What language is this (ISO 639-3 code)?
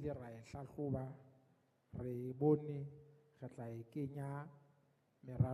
sot